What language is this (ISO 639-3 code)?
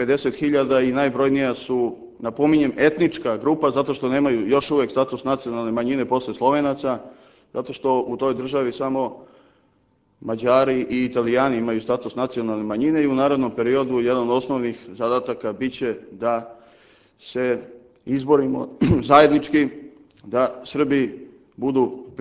srp